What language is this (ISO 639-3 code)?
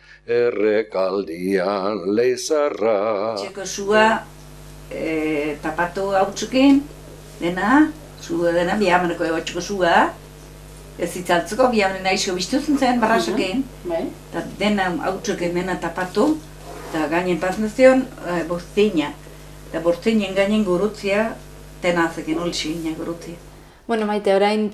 eus